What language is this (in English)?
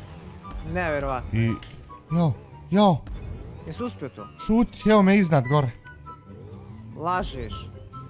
Bosnian